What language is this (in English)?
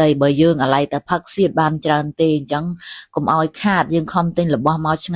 Khmer